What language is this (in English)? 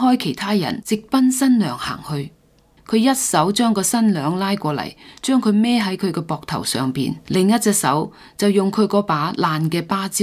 Cantonese